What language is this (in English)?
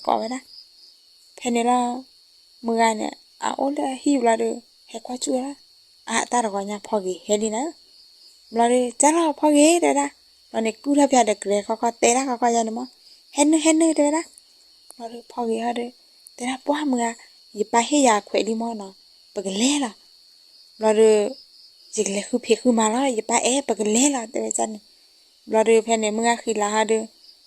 S'gaw Karen